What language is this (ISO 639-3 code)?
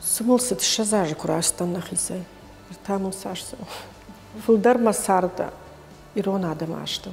oss